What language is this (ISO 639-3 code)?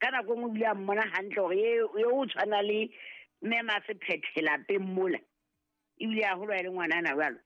sot